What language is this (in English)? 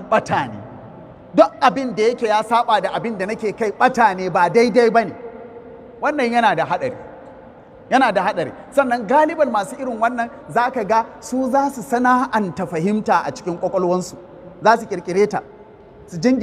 Hausa